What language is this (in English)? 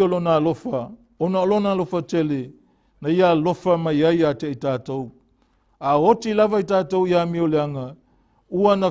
Samoan